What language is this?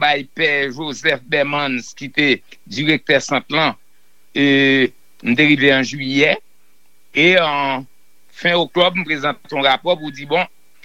Haitian Creole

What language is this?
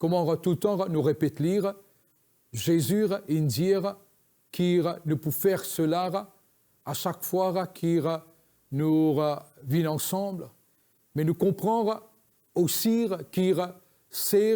Morisyen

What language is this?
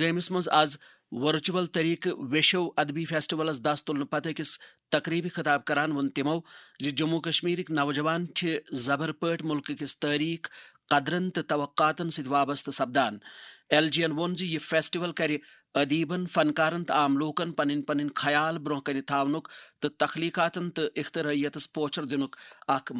Kashmiri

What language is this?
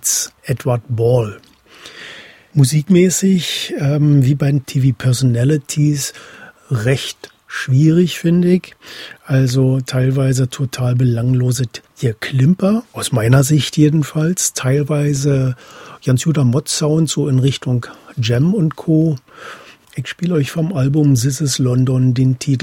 German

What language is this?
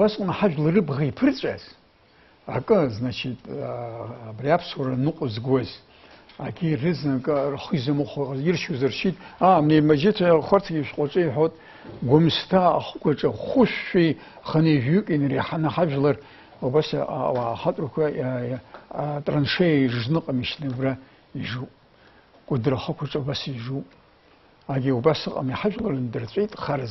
Abkhazian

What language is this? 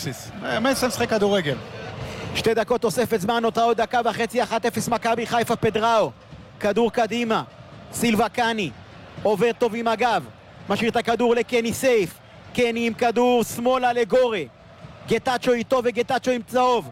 Hebrew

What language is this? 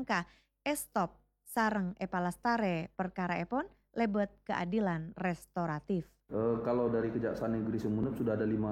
Madurese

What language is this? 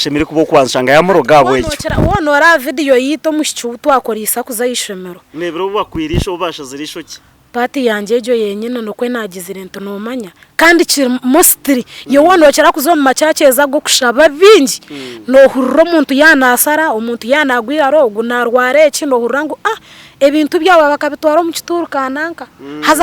Nyankole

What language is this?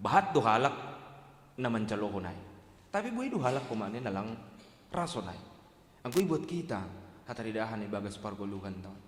Batak Simalungun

